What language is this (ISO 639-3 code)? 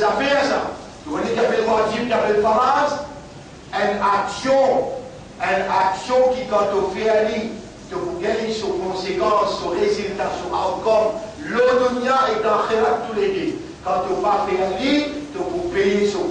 mfe